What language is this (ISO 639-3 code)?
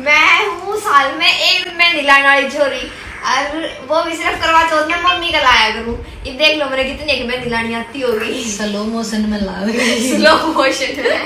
bgc